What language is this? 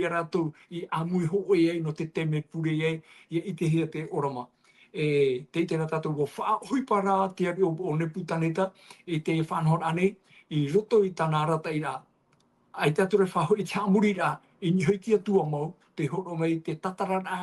Tahitian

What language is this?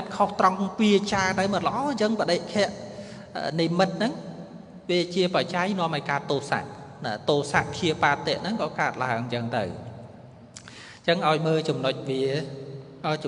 Khmer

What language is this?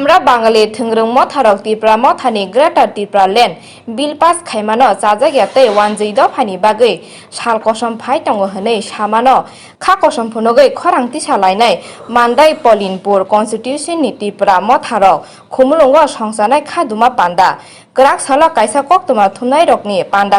Kok Borok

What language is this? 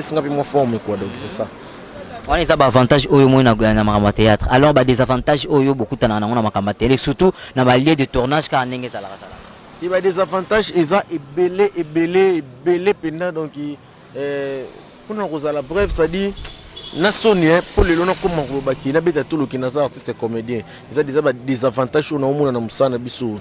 Lingala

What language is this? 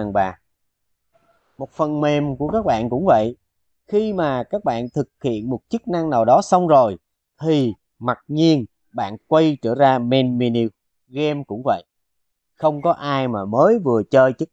Vietnamese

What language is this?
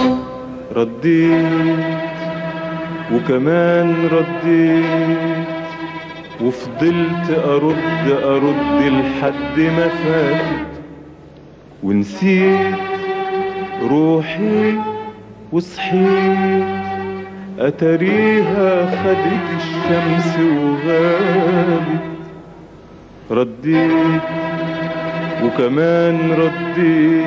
Egyptian Arabic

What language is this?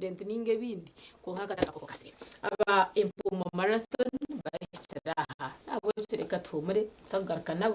Nyankole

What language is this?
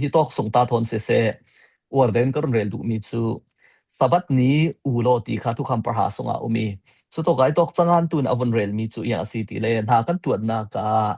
Falam Chin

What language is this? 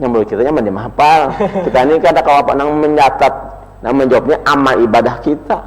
Banjar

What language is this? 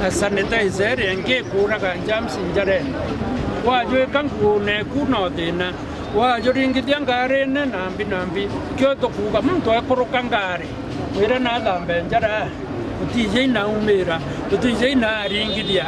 Meru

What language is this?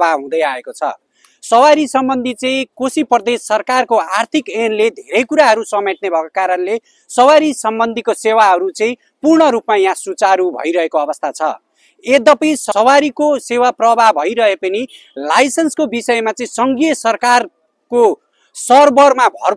Nepali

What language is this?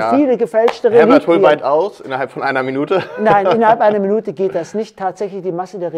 German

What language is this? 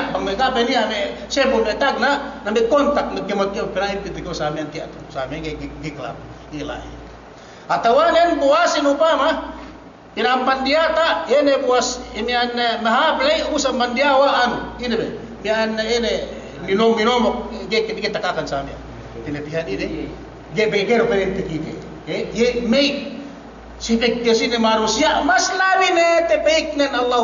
Yakan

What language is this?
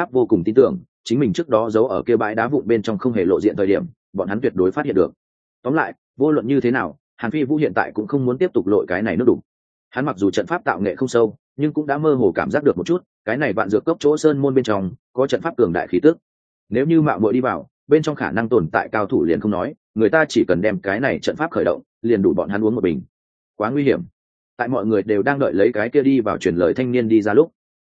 Vietnamese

